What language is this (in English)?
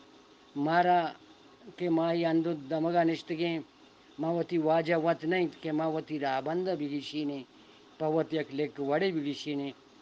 Eastern Balochi